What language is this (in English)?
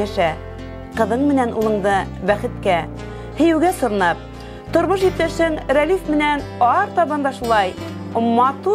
Bashkir